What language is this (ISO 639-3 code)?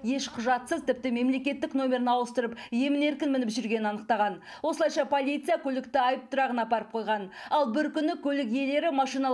kaz